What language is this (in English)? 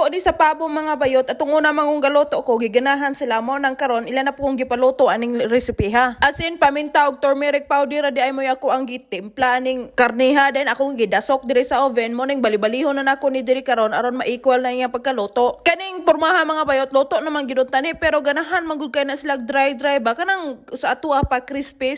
Cebuano